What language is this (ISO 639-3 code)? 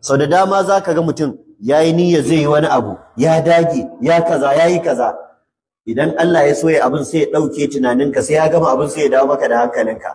hau